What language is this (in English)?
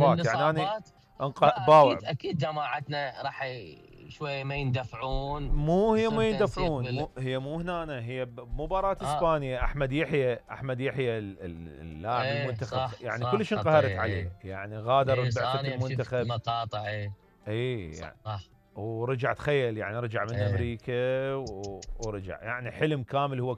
Mesopotamian Arabic